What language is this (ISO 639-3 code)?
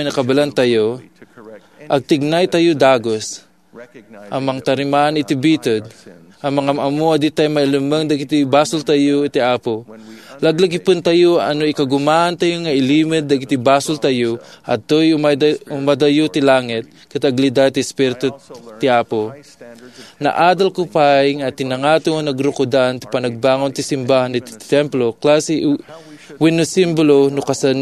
ilo